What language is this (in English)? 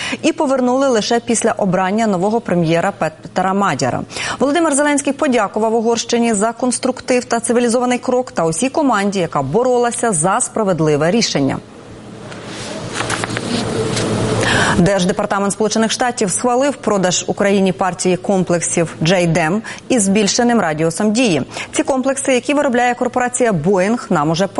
Ukrainian